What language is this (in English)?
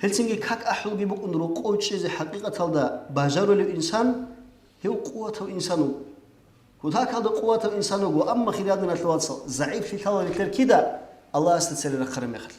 Avaric